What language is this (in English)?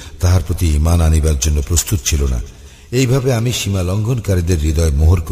Bangla